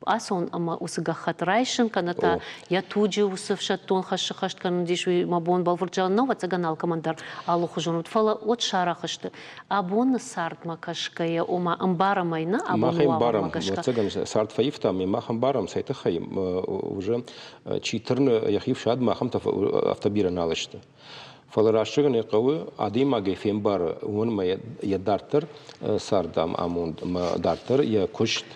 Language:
Ossetic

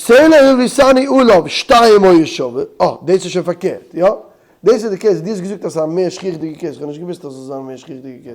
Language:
Yiddish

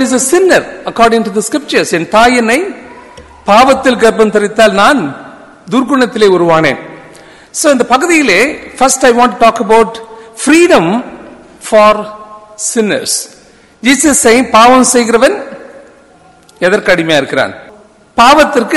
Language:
Tamil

